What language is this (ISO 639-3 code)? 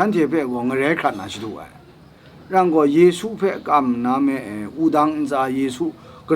kac